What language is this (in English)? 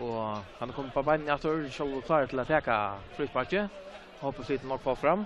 Faroese